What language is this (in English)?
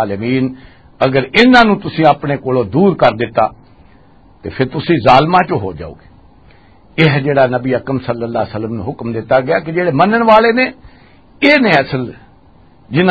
Western Panjabi